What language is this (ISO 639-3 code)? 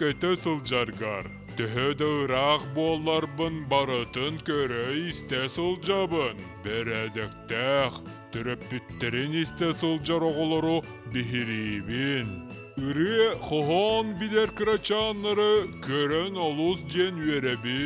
sah